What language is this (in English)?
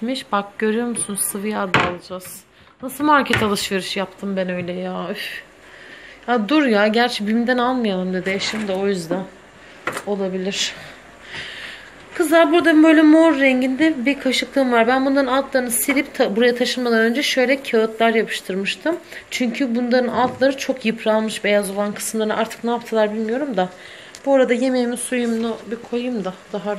Turkish